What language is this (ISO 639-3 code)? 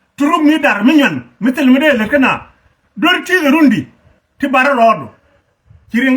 nus